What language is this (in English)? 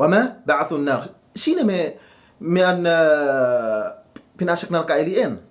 Yakan